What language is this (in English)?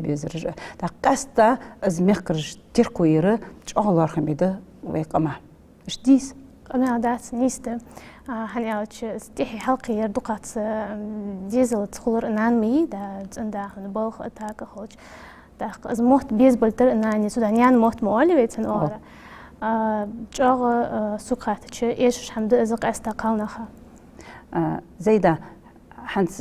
Ingush